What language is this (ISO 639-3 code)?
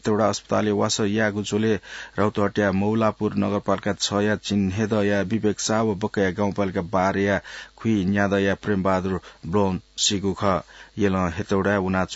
new